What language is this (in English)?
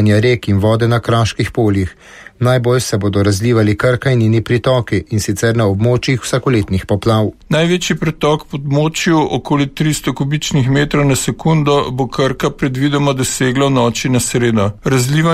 Slovenian